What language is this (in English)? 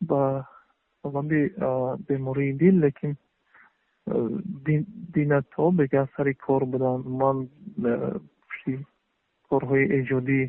Tajik